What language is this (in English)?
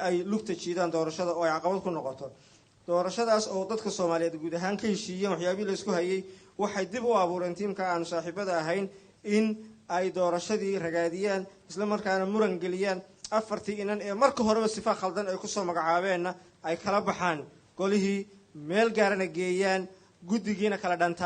Somali